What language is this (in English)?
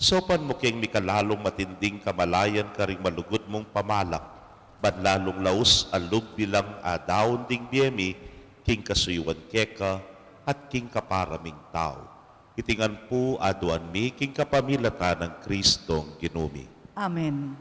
Pampanga